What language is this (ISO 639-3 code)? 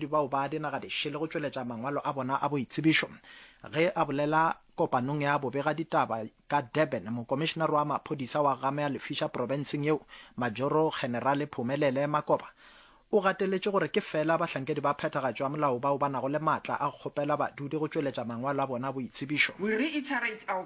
nso